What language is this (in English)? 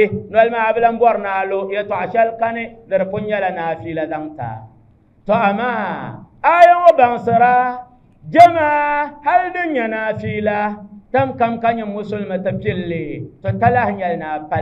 Dagbani